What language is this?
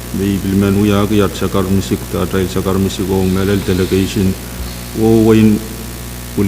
Pohnpeian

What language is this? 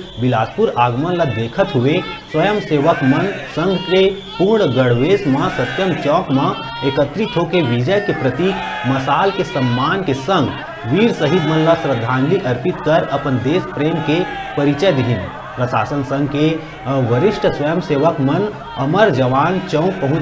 Chhattisgarhi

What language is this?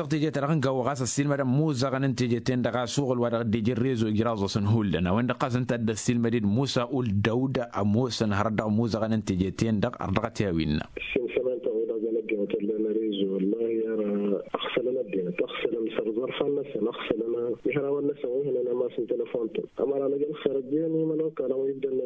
Tamasheq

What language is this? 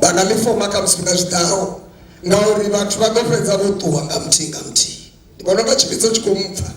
Venda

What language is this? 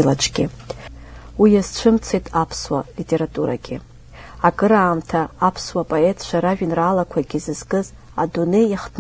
Abkhazian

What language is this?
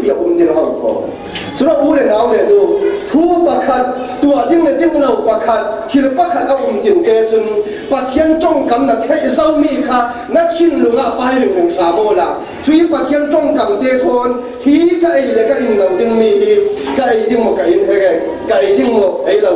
Falam Chin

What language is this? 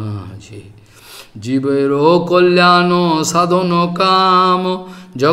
Bangla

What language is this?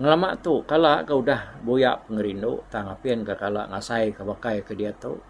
Iban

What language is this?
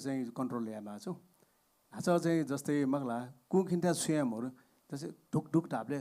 Newari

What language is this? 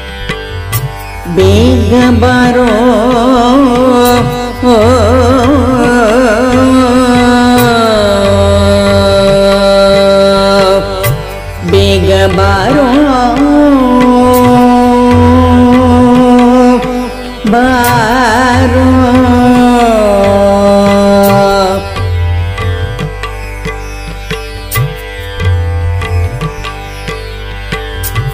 Kannada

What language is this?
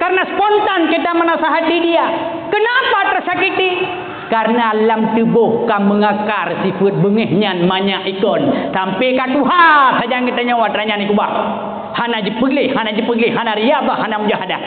Achinese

